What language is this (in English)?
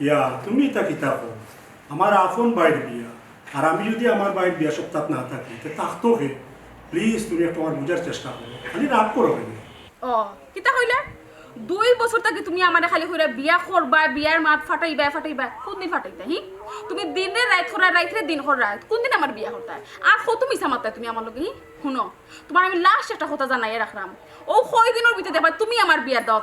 Sylheti